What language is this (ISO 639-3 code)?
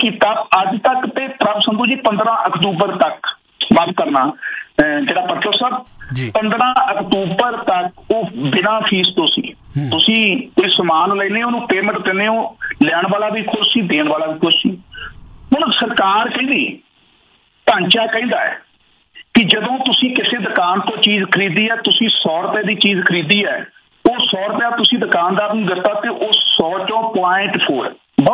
pan